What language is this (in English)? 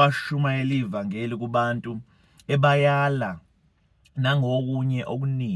Zulu